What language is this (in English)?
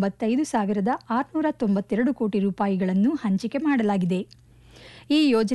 Kannada